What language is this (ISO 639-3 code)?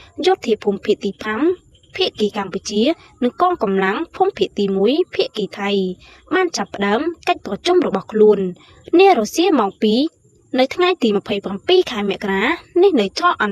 khm